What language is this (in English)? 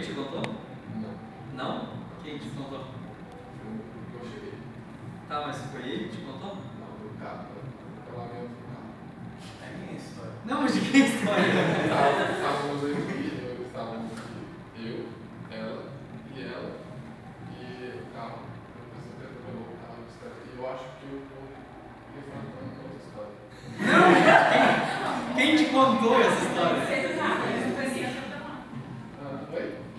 Portuguese